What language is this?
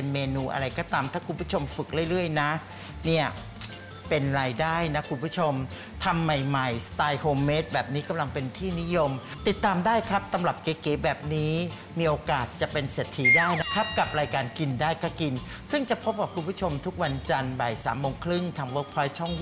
Thai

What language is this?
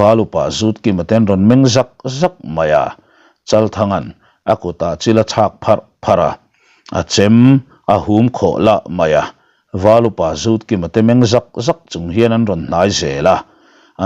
Mizo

